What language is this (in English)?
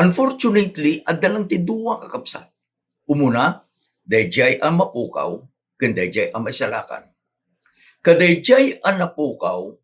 Iloko